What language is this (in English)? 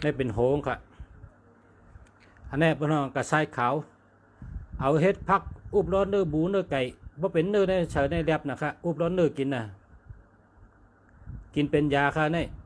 Shan